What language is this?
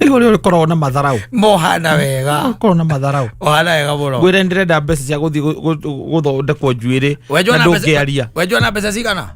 Kikuyu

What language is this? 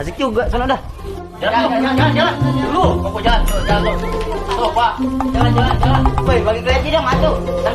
Betawi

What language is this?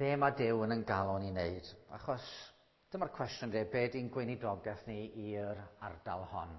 Welsh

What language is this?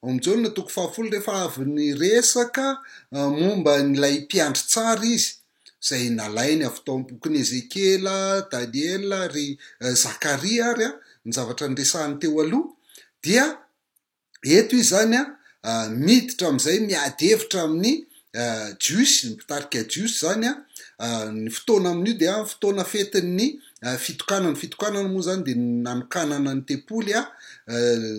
Malagasy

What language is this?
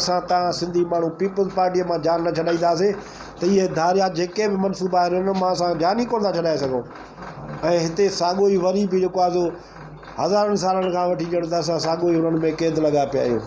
Sindhi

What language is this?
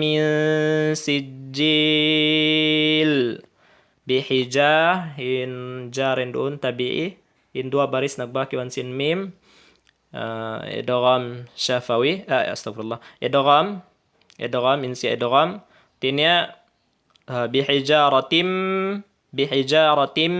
Tausug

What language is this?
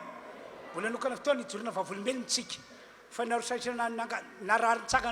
Malagasy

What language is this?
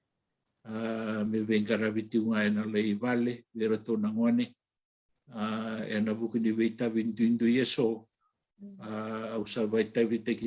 Fijian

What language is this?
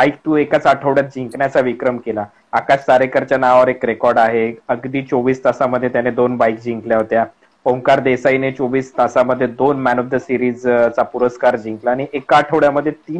Marathi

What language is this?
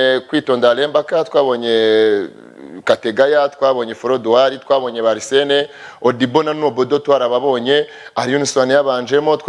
Kinyarwanda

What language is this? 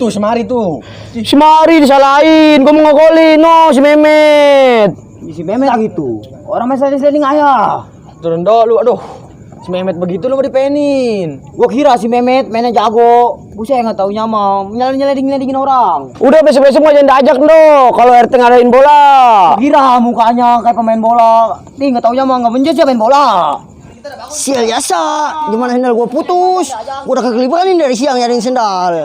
Betawi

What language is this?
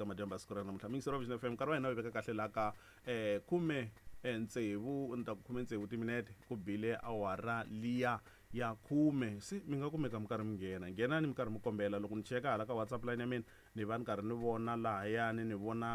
Tsonga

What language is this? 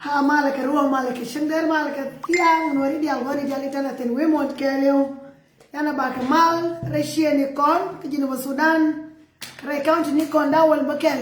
Nuer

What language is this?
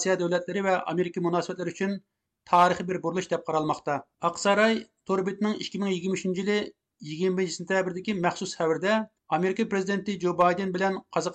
Uyghur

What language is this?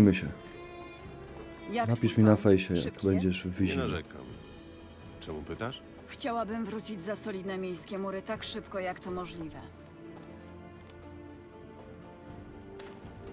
Polish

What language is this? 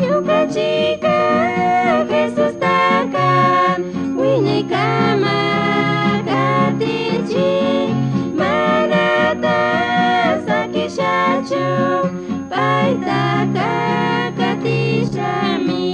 Chimborazo Highland Quichua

